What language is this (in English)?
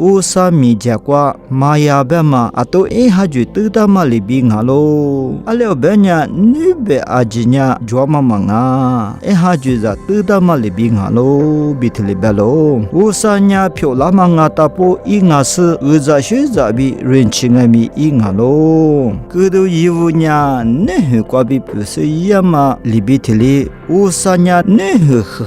Lisu